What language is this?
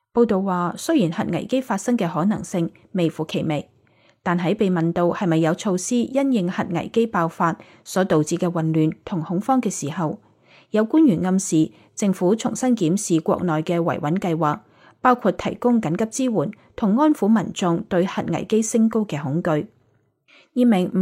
Cantonese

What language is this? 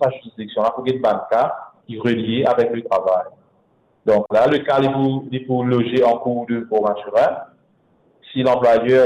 Morisyen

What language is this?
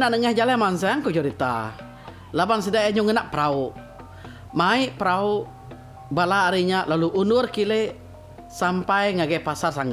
Iban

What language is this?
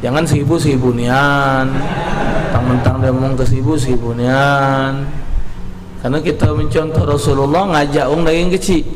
Musi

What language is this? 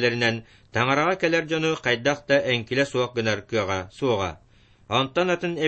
Yakut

